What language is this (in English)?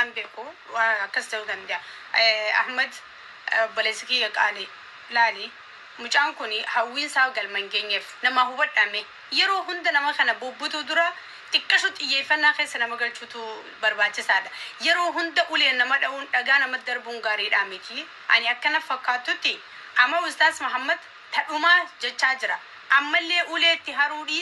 Oromo